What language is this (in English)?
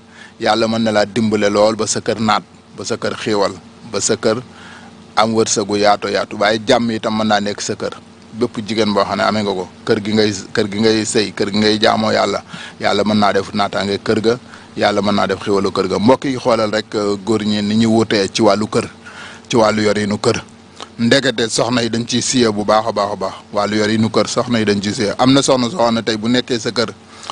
Wolof